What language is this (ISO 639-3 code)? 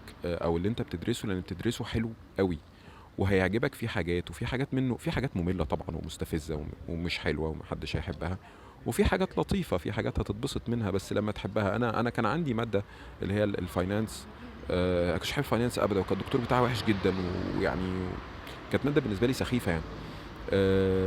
arz